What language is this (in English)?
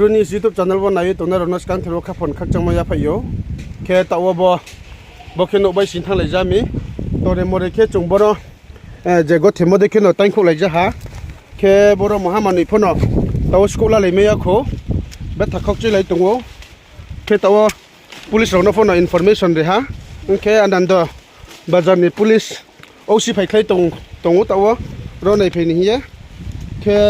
Riang (India)